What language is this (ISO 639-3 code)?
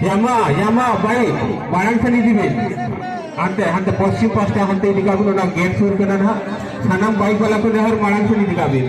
sat